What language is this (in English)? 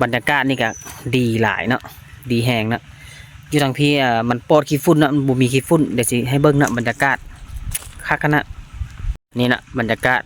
Lao